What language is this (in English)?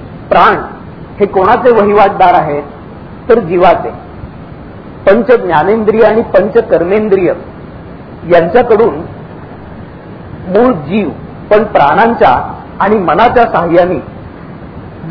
Marathi